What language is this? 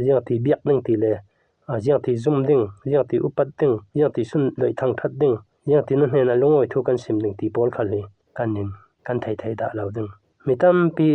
Falam Chin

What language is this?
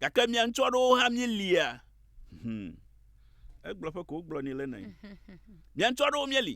Ewe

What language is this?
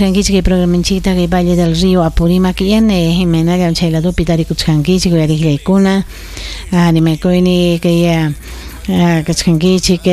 Ayacucho Quechua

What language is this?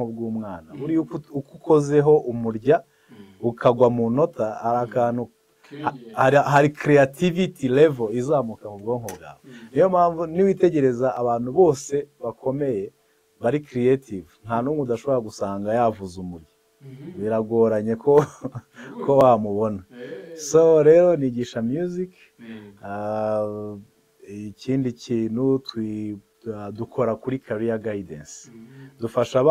Kinyarwanda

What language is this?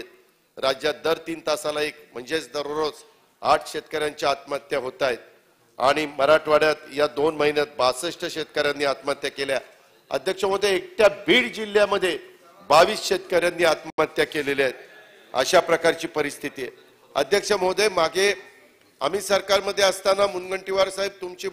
Marathi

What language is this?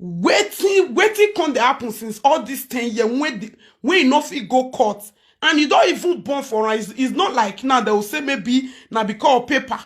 Nigerian Pidgin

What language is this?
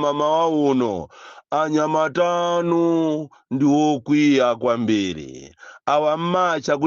Nyanja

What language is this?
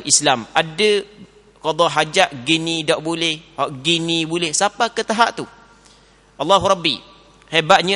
Malay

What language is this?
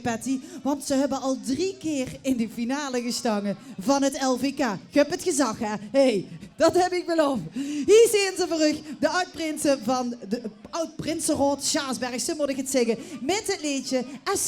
Limburgish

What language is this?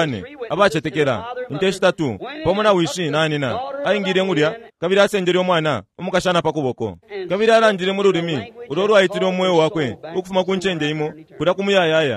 Bemba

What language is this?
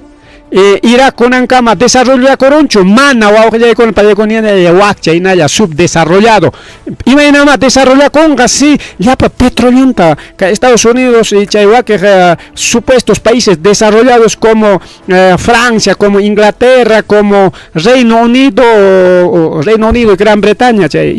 Ayacucho Quechua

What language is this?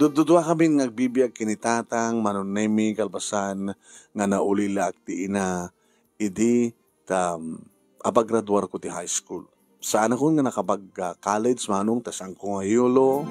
Iloko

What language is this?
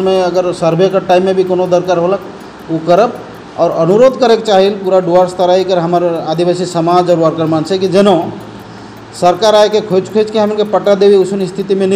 Sadri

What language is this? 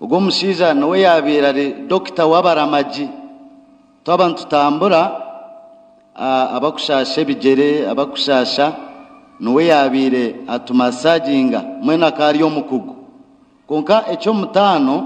Nyankole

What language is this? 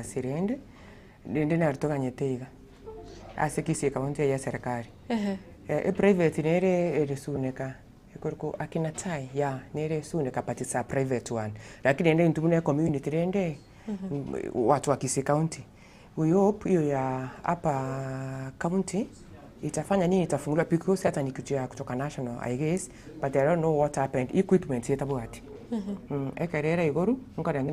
Gusii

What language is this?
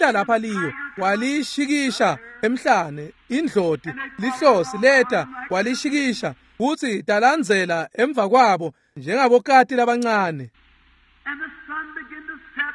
Swati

